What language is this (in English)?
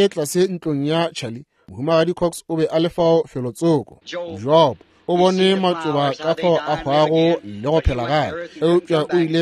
Northern Sotho